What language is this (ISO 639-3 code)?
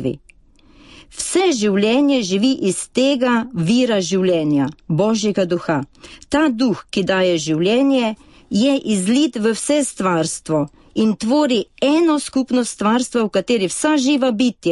slv